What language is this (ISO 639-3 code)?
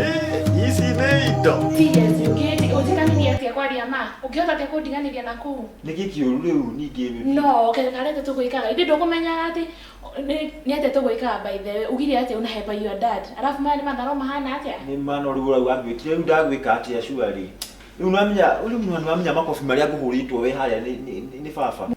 kik